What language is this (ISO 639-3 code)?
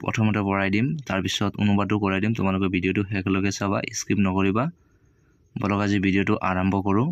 asm